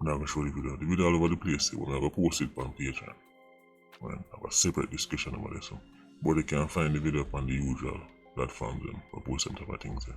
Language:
Jamaican Creole English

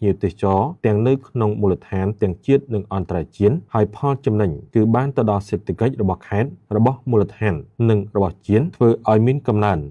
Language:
Khmer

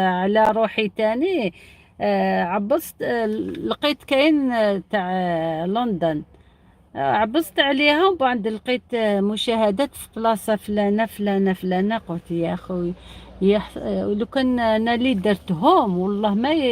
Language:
Algerian Arabic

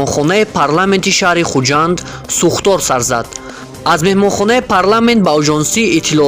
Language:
Tajik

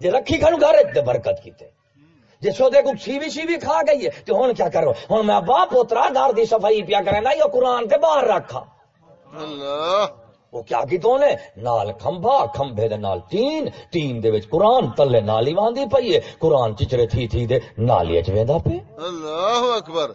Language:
Saraiki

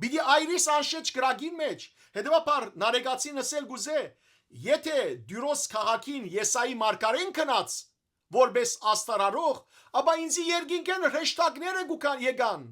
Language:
Western Armenian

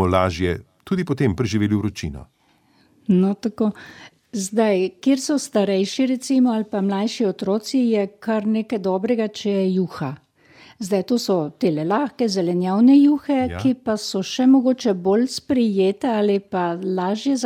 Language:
Slovenian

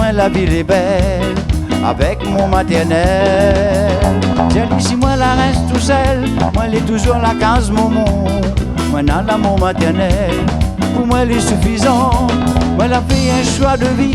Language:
Réunion Creole French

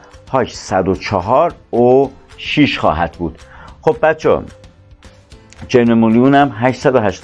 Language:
Persian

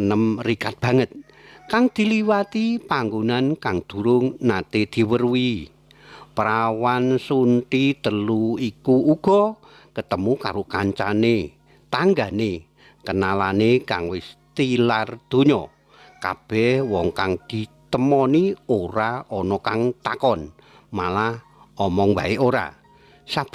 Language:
Javanese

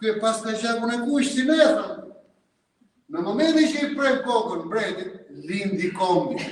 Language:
Albanian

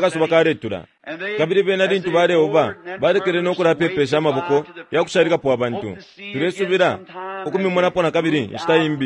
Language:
Bemba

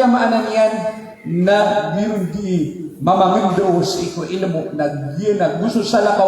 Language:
Maranao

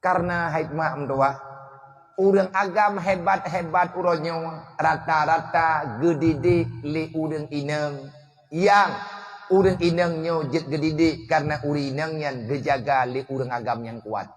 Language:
Achinese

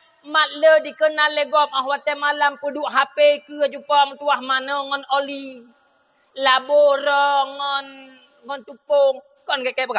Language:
Achinese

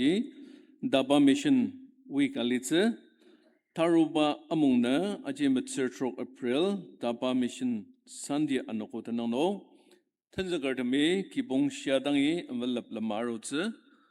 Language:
Ao Naga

